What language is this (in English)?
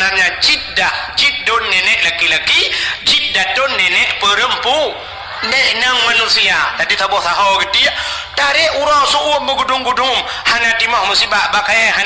Achinese